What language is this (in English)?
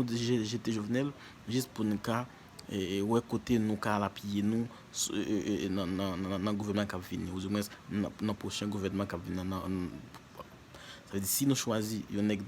Haitian Creole